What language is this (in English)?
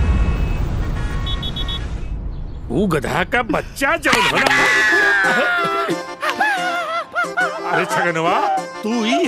Bhojpuri